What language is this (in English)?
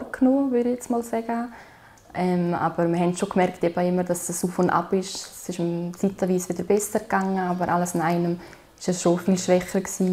Romansh